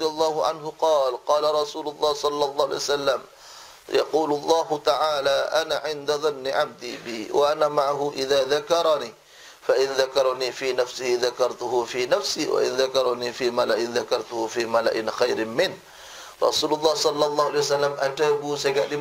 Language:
Madurese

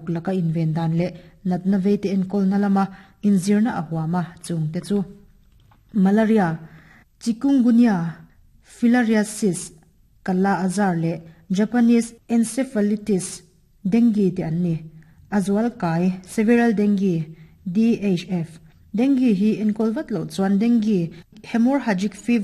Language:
Mizo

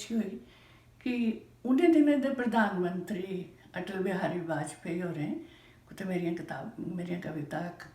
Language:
Dogri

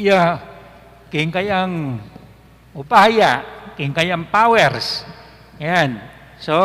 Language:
Pampanga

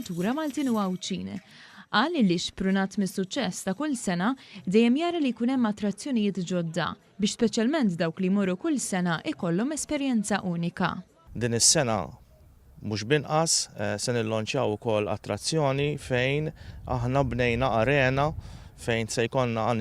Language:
Maltese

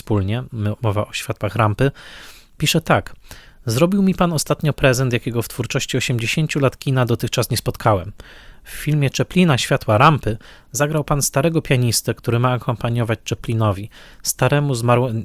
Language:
Polish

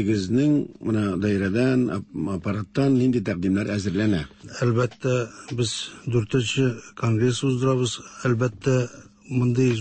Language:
Tatar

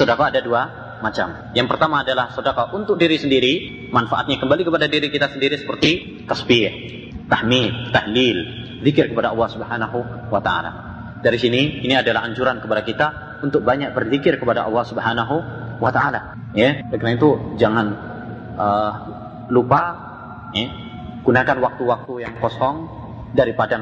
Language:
Indonesian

